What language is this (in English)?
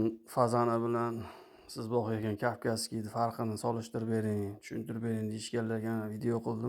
Uzbek